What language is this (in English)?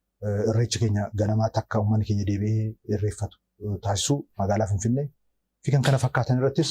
Oromo